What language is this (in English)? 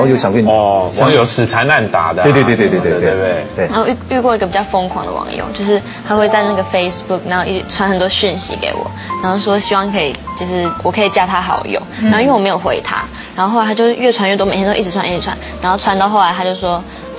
Chinese